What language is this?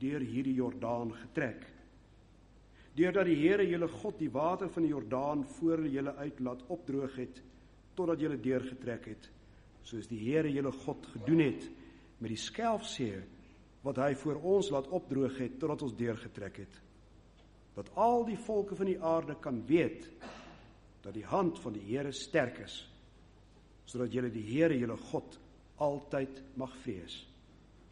Afrikaans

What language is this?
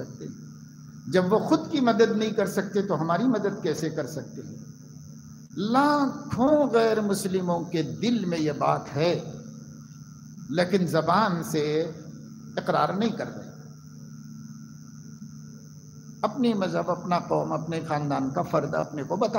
Urdu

